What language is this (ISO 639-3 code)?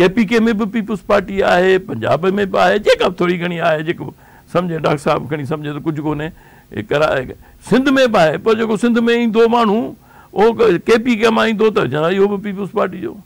snd